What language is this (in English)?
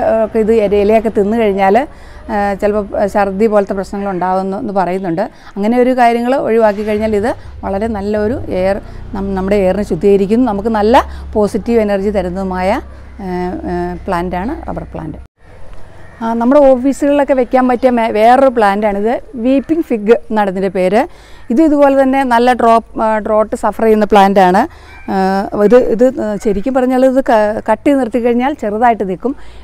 Malayalam